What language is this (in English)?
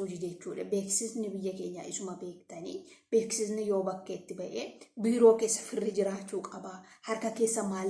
Oromo